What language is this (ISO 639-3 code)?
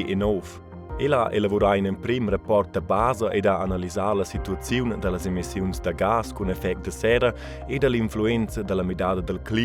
roh